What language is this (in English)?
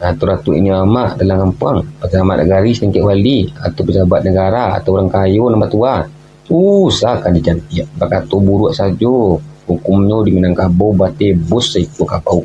Minangkabau